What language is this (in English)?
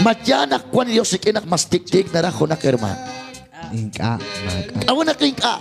Kekchí